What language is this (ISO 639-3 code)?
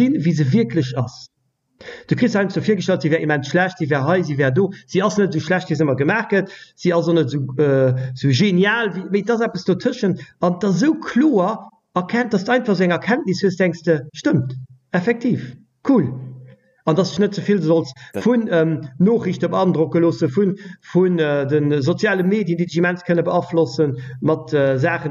ltz